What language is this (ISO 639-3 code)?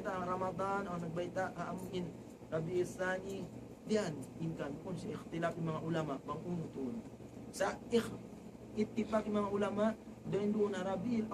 tsg